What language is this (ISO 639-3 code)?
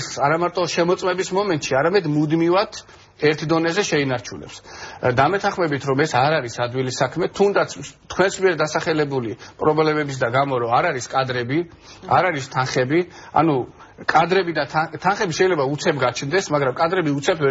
kat